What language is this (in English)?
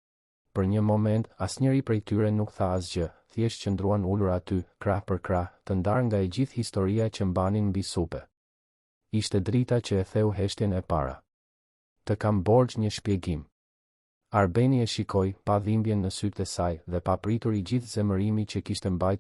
Albanian